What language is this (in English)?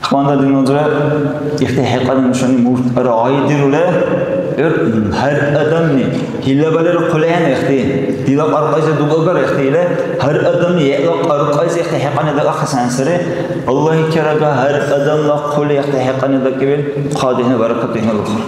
Dargwa